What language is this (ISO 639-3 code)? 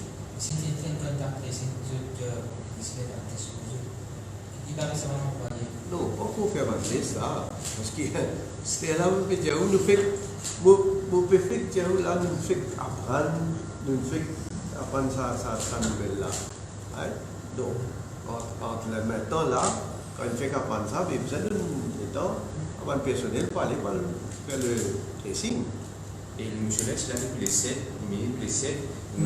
mfe